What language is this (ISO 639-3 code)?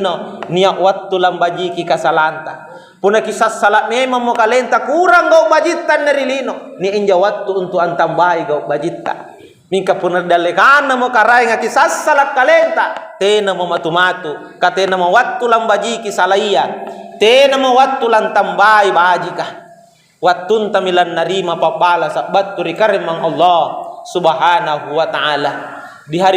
mak